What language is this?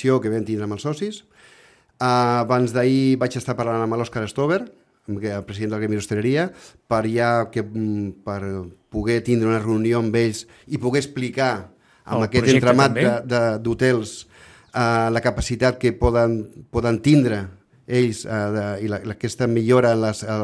Catalan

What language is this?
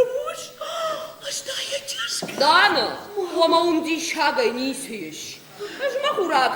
Ossetic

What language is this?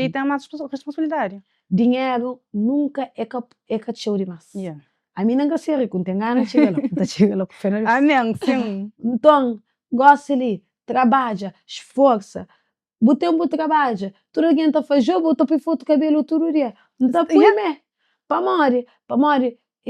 Kabuverdianu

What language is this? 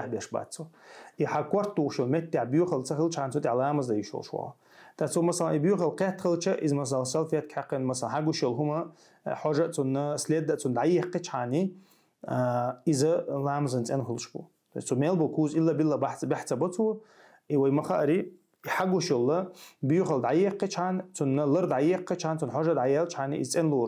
Chechen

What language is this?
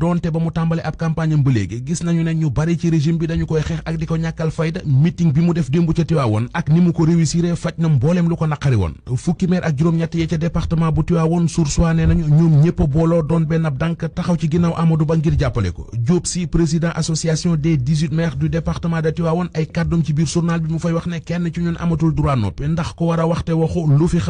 Wolof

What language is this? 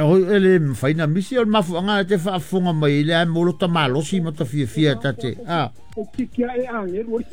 Samoan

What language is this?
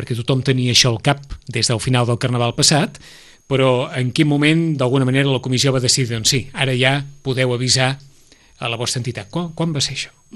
Catalan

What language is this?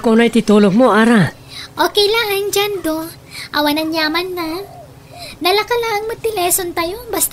Iloko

